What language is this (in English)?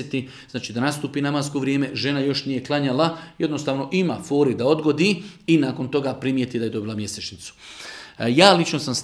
Bosnian